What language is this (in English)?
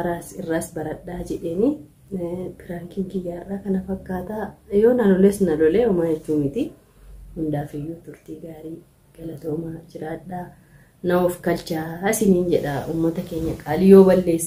Oromo